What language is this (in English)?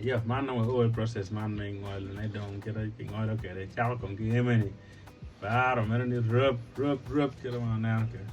Acoli